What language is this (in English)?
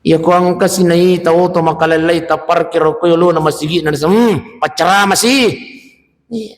Buginese